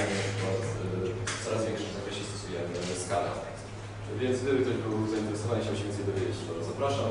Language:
Polish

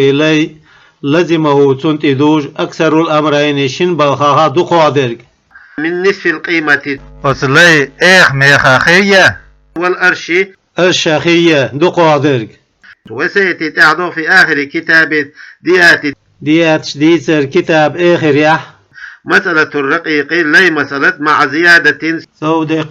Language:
Chechen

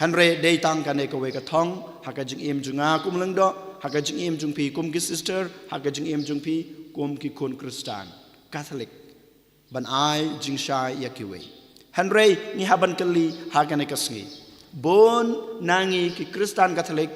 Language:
Khasi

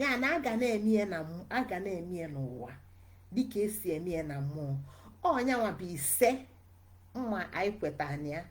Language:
Igbo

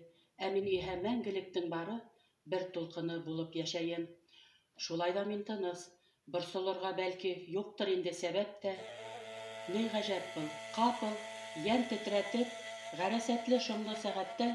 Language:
Bashkir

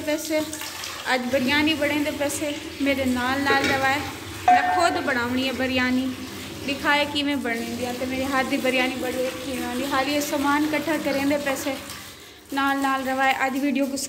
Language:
Saraiki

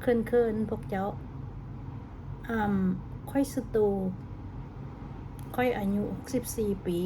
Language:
Lao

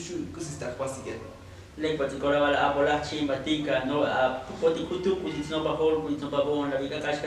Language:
Tzotzil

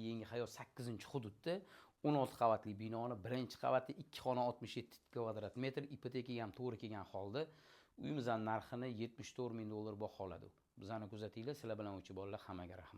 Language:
Uzbek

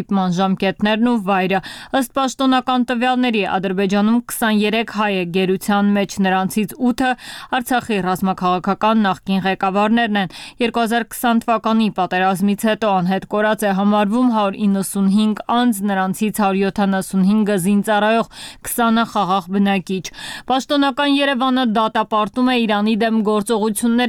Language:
Armenian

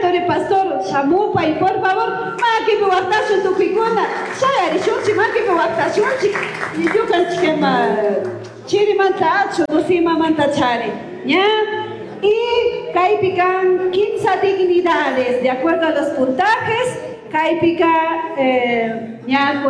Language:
Chimborazo Highland Quichua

